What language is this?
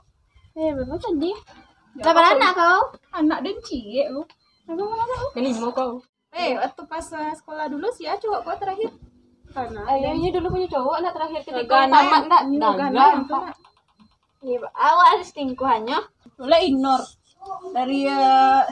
Minangkabau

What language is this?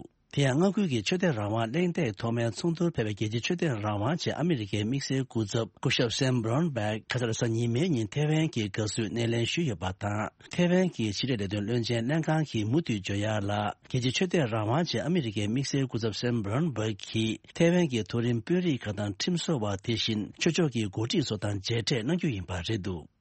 Tibetan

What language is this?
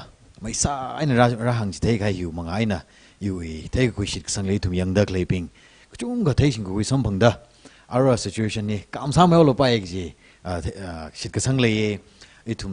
Tangkhul Naga (India)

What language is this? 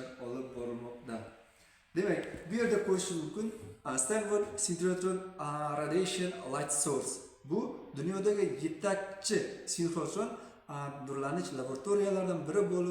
Uzbek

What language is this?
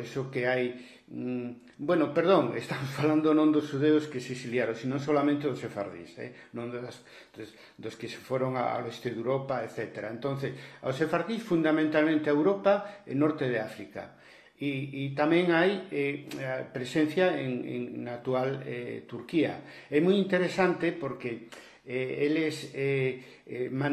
Galician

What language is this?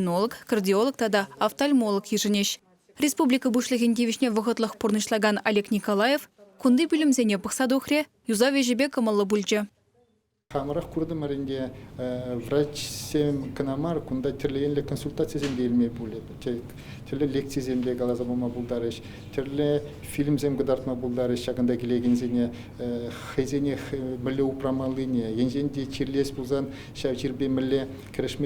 Chuvash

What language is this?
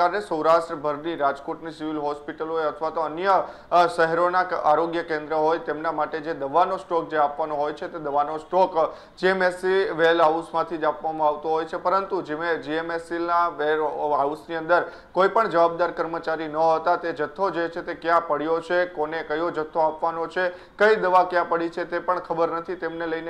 Gujarati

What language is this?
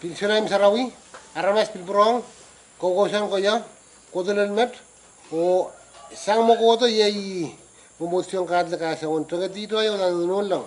Pohnpeian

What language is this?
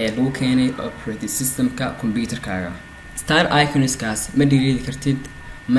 Somali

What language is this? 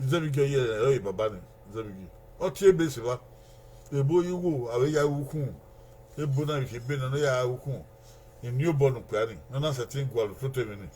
Bini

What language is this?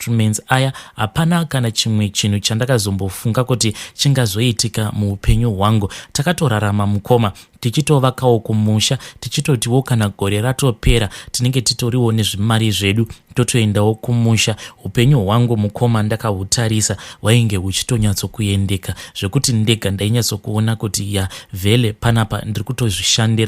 Shona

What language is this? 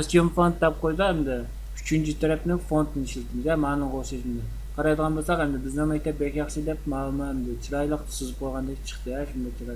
Uyghur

